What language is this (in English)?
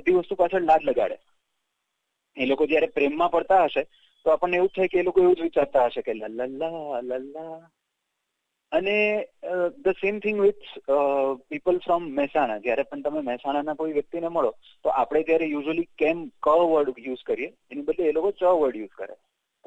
Gujarati